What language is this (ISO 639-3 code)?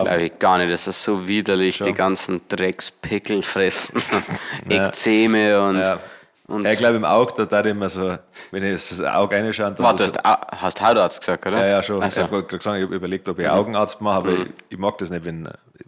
bar